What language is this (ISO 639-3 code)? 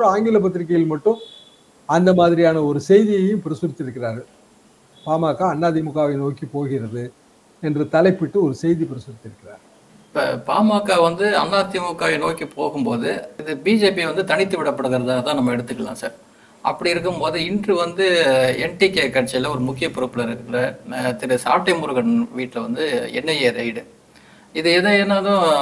tam